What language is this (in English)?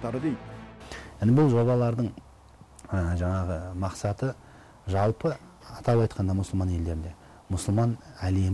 Kazakh